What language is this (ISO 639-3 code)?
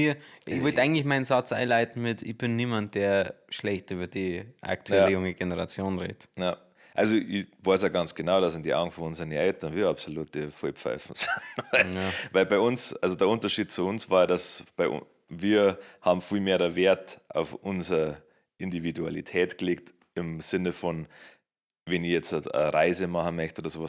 bar